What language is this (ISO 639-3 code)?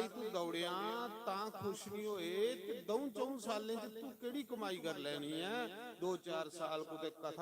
doi